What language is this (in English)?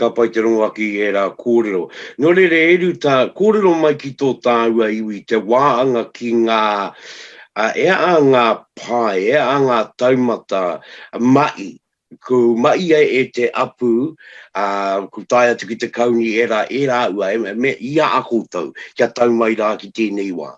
Māori